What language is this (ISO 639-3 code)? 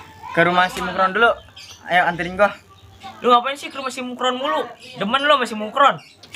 bew